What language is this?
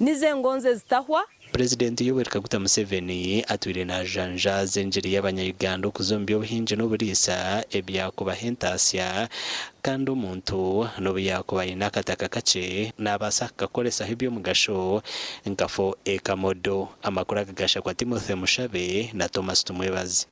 Nyankole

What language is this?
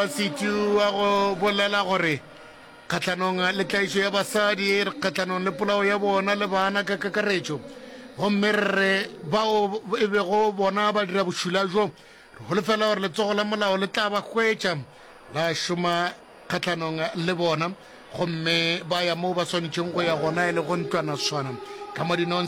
Northern Sotho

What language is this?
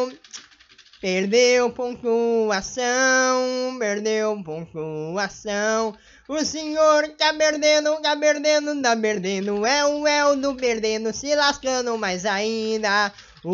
Portuguese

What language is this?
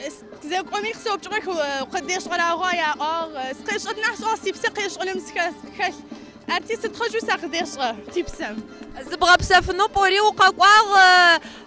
Adyghe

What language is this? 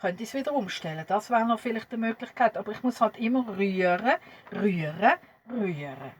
Swiss German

